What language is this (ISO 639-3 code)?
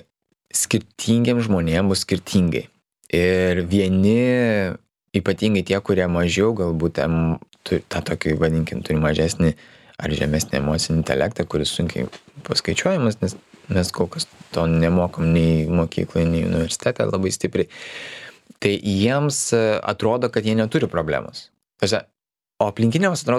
lit